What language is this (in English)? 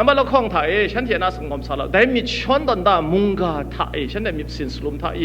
Kachin